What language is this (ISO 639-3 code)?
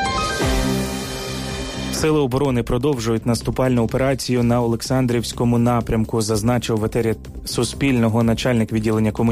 ukr